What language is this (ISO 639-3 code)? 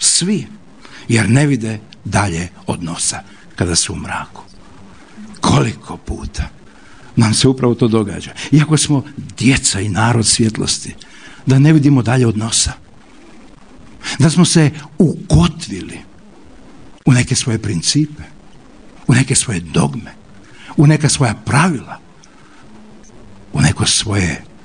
hrv